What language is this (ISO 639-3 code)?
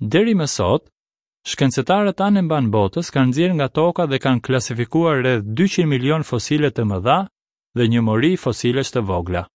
sqi